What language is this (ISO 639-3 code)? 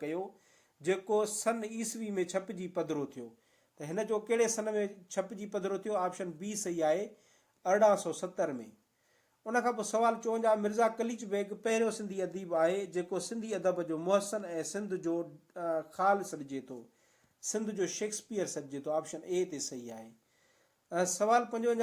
snd